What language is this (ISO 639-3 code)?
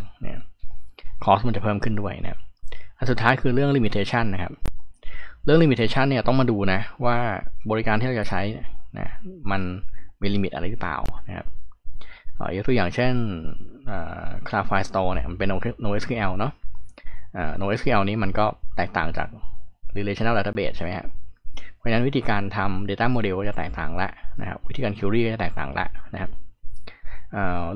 tha